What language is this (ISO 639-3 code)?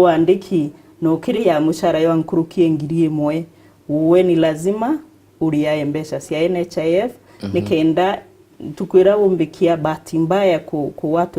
mer